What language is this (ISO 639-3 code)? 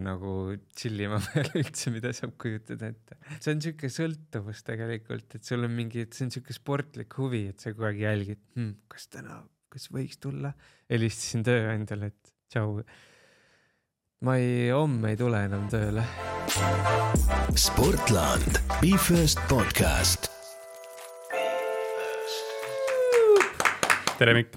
est